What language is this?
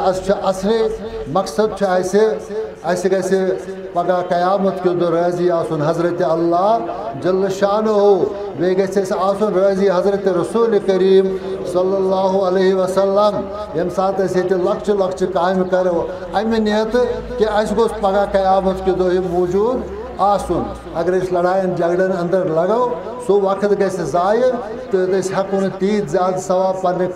Kashmiri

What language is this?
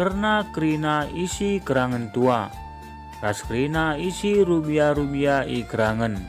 Batak Karo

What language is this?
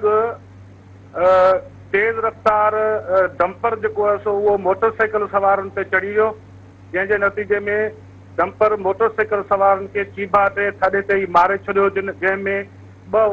Sindhi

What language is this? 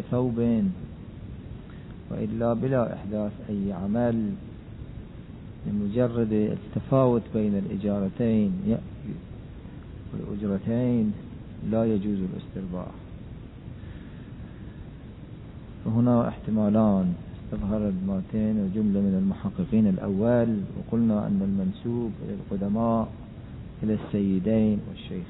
Arabic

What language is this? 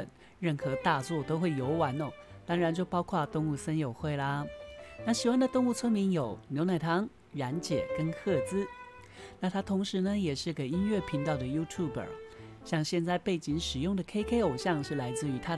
Chinese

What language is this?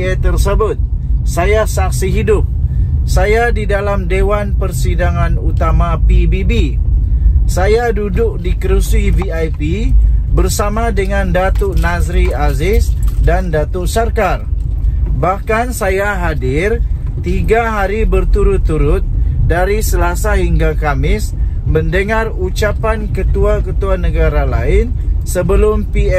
Malay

